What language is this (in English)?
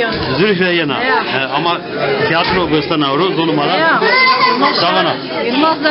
Zaza